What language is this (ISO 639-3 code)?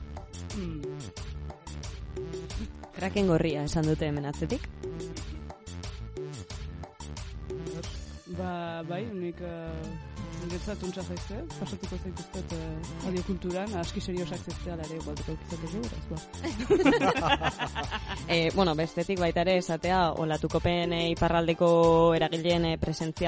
eus